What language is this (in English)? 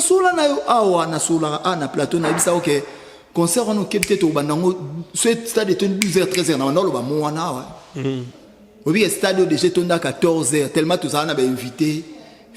Lingala